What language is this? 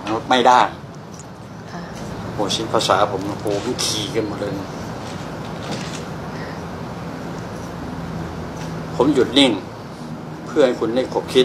Thai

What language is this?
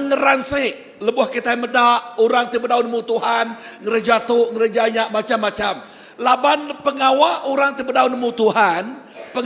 Iban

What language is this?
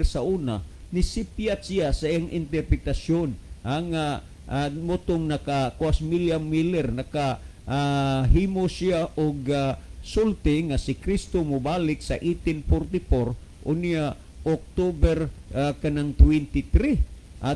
Cebuano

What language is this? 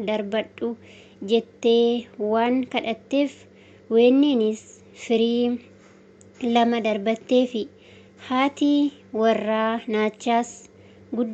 Oromo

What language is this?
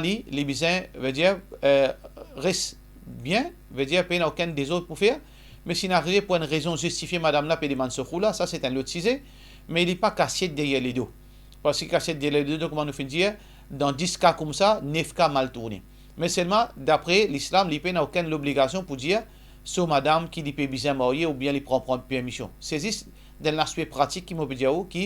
Morisyen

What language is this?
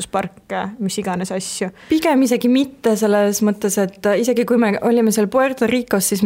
Estonian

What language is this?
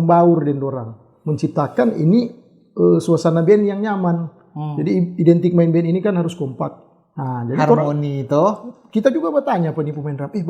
Manado Malay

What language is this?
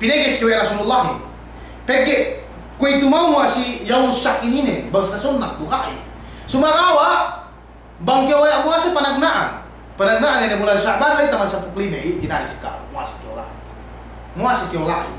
Yakan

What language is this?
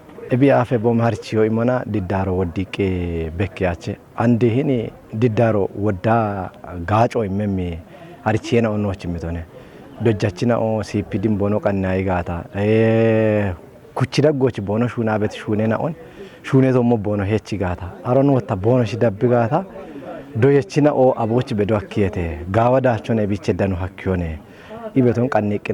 Kafa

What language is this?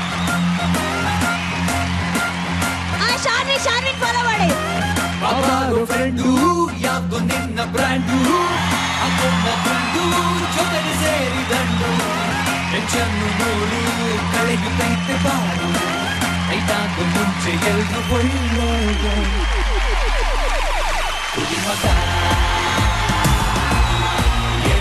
Kannada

